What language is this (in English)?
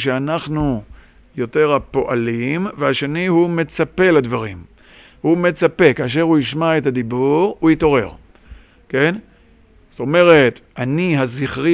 Hebrew